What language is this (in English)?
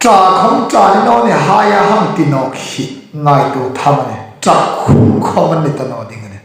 Hmar